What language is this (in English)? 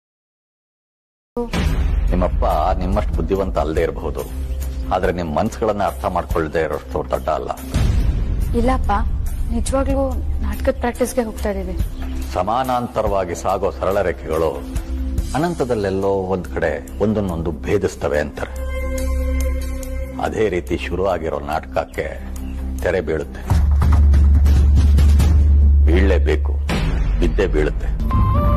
Kannada